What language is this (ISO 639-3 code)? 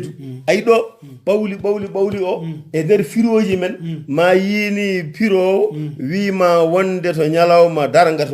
ful